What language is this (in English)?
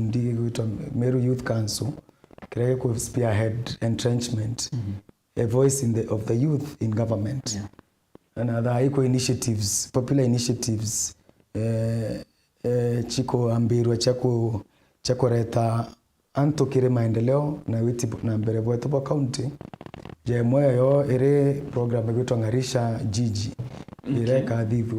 Meru